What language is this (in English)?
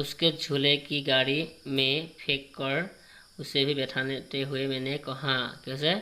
Assamese